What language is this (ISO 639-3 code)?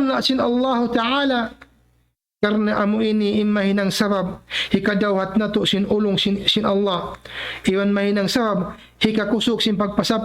tsg